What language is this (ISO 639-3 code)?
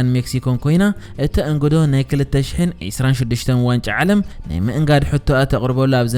tir